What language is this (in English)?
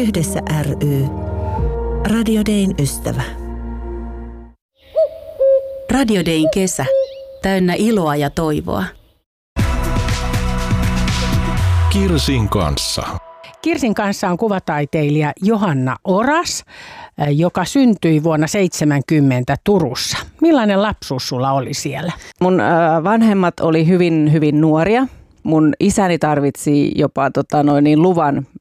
Finnish